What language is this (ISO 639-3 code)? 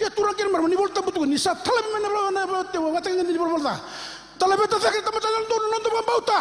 fij